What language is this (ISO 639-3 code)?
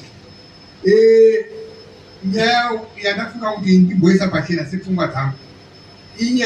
sna